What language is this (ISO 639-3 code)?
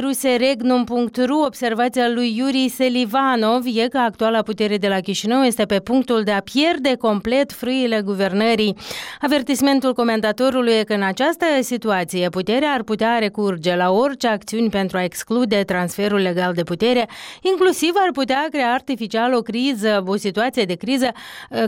ron